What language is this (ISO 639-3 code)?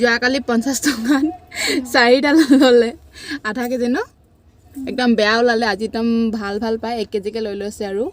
asm